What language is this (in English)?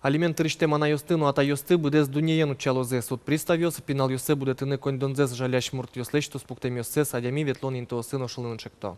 Udmurt